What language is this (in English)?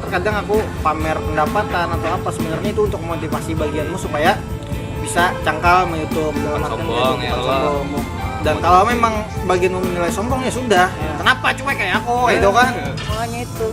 Banjar